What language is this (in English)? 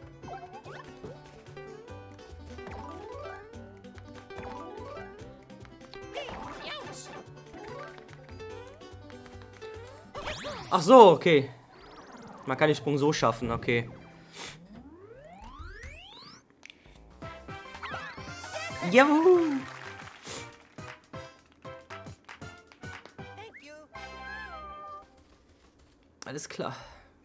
German